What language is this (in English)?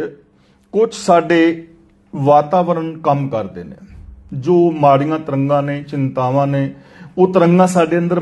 Punjabi